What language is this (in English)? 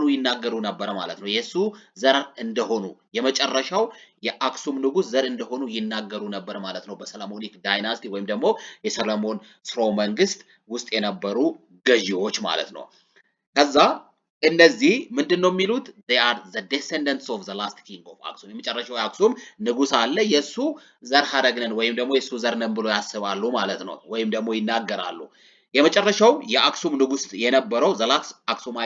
Amharic